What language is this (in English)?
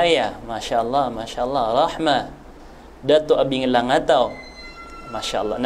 Maranao